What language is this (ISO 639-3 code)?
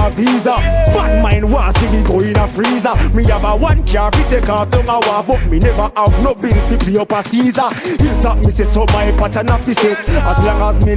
jam